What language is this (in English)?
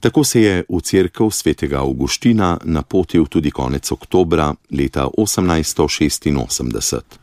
Slovenian